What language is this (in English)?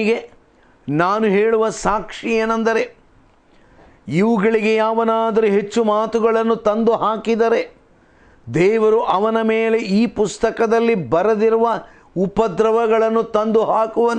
Kannada